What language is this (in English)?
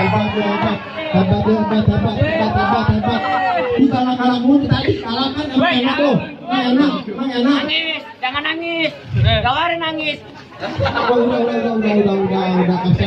Betawi